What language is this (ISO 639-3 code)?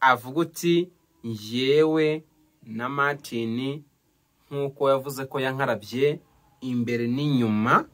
kin